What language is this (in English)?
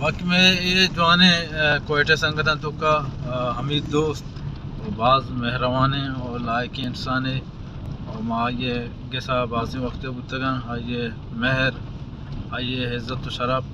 Baluchi